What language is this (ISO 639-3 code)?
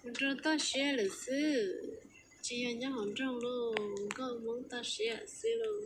hmn